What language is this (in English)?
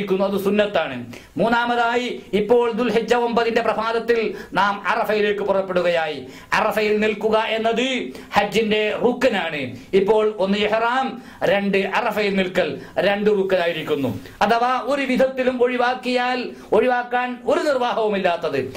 Malayalam